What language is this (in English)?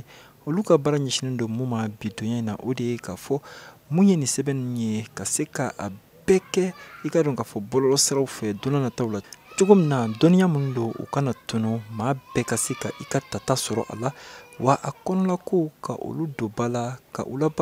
Bambara